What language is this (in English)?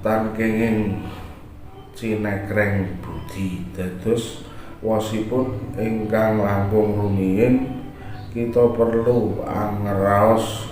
Javanese